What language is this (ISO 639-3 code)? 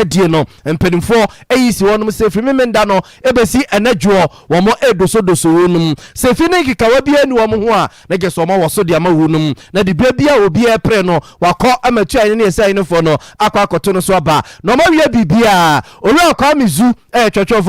aka